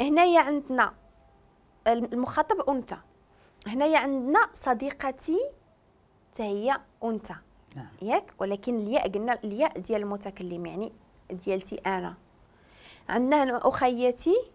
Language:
Moroccan Arabic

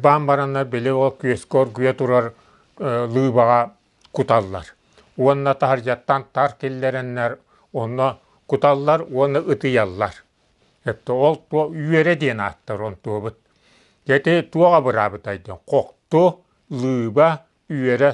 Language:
Yakut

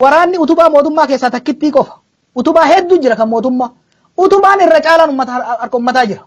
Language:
Oromo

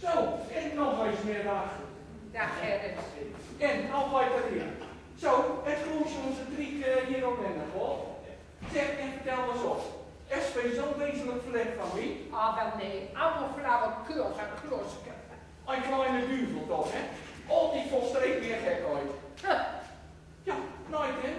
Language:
Gronings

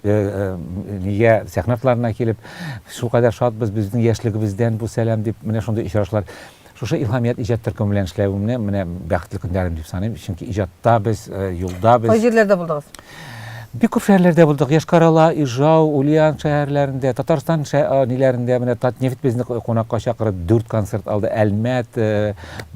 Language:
Tatar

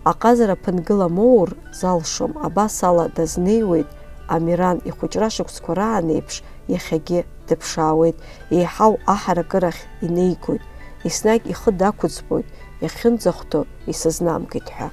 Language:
Abkhazian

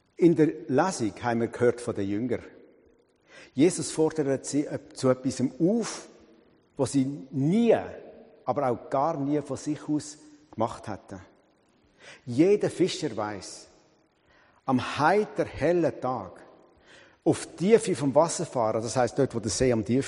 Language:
German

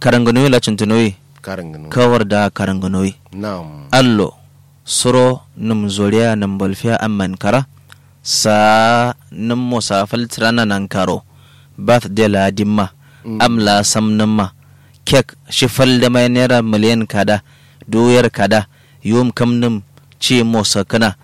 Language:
Kanuri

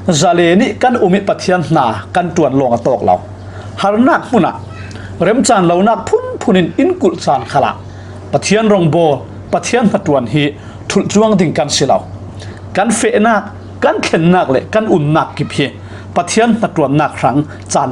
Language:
Falam Chin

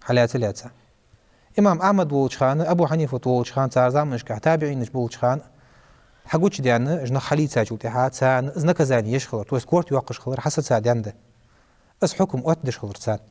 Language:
Ingush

